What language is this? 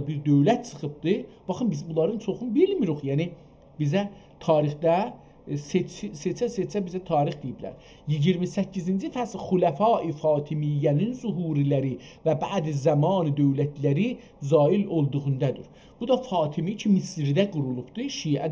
South Azerbaijani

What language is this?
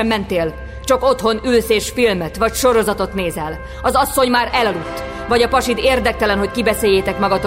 Hungarian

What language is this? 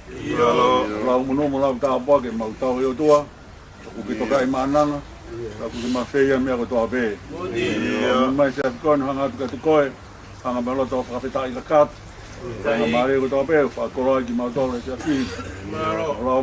Tongan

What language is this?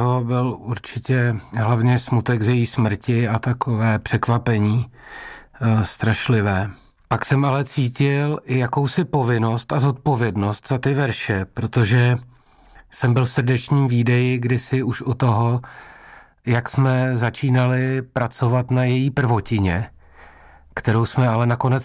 Czech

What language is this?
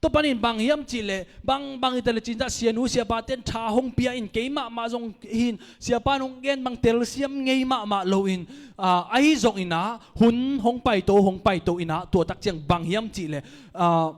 Tedim Chin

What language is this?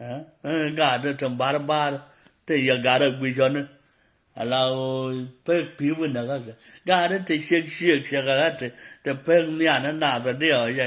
Nuer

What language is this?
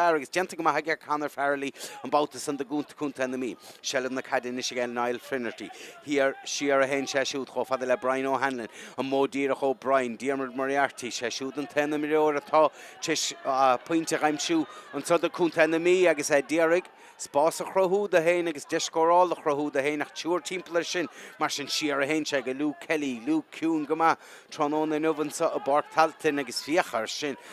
Irish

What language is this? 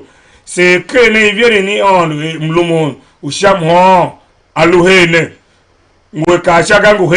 Tiv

